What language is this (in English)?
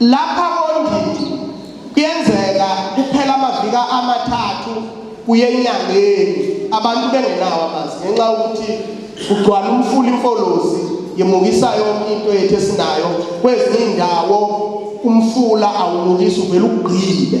Zulu